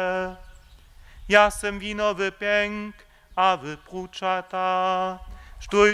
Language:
Upper Sorbian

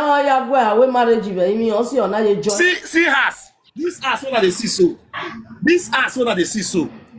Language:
Nigerian Pidgin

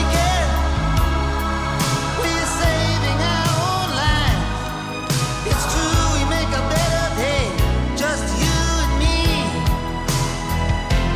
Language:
Dutch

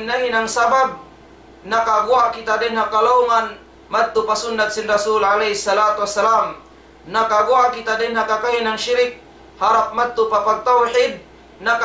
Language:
Tausug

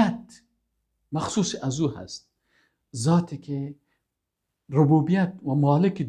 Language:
Persian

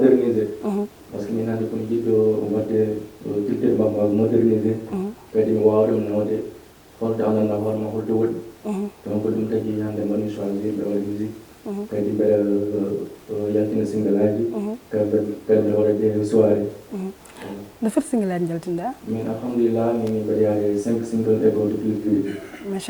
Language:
Fula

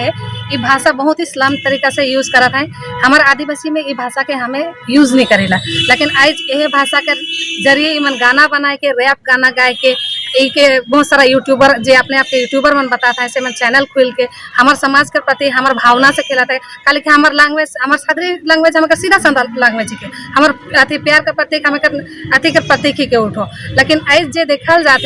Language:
Sadri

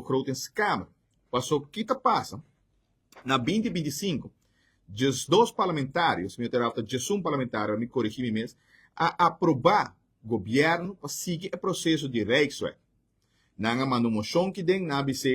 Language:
Papiamento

